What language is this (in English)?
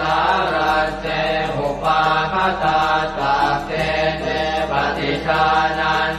Pali